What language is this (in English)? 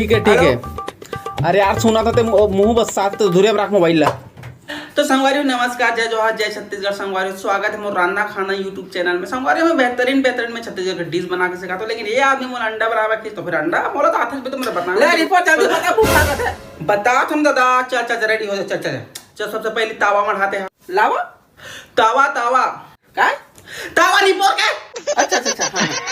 Chhattisgarhi